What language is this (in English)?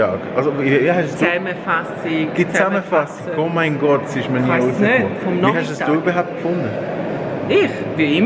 Swiss German